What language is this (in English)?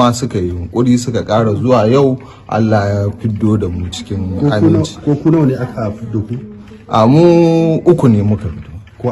Hausa